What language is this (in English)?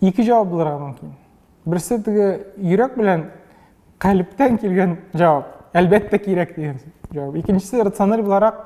Tatar